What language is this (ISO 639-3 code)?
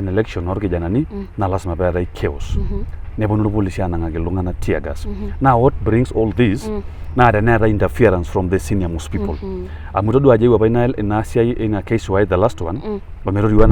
mas